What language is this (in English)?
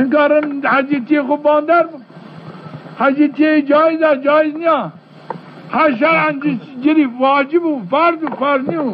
Zaza